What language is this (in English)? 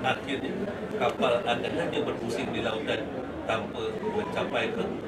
Malay